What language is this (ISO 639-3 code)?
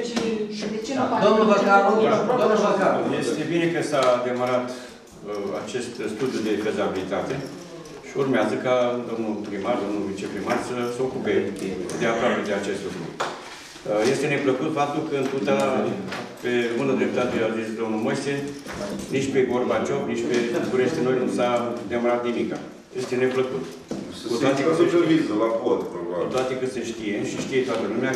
ron